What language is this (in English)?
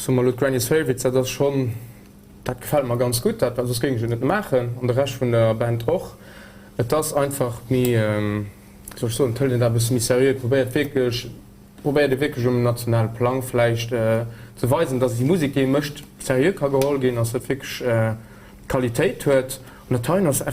Luxembourgish